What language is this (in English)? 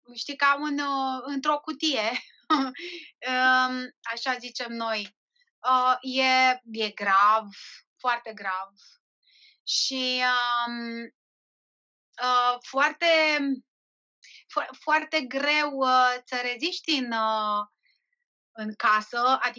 Romanian